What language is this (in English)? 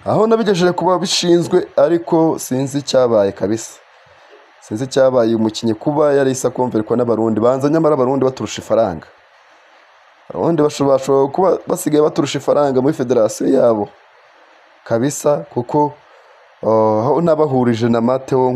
Kinyarwanda